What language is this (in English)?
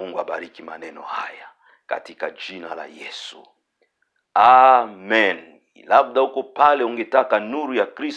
Swahili